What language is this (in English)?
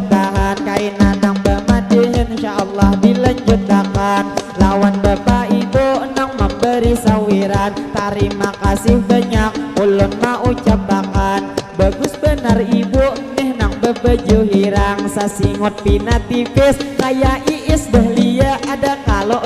Banjar